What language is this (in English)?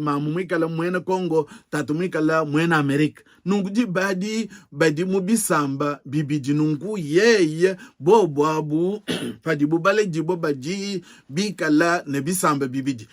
Luba-Lulua